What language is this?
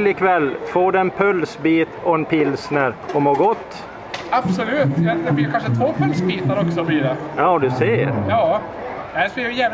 Swedish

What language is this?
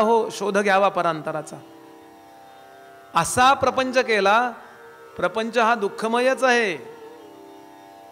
Marathi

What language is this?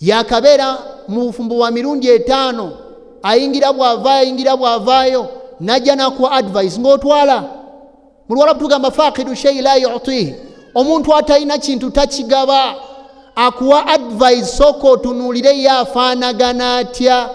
Ganda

